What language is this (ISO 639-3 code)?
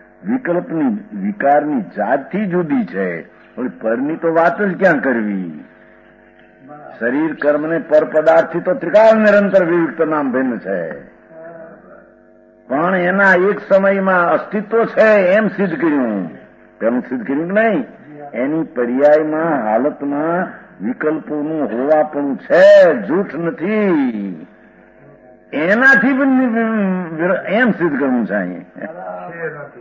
guj